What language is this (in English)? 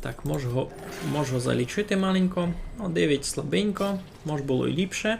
Rusyn